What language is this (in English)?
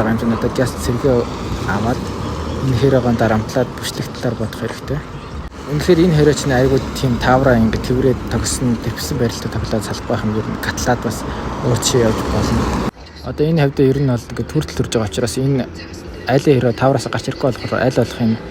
Mongolian